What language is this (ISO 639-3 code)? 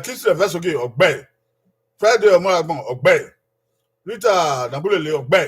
bin